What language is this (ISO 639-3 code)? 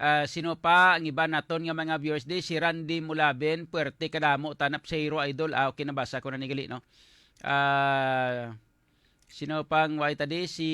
hil